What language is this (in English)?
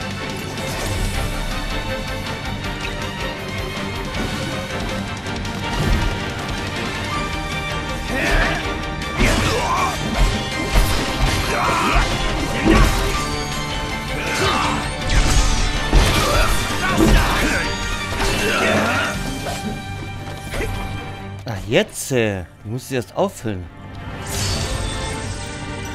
German